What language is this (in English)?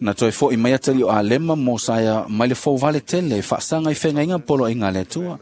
Samoan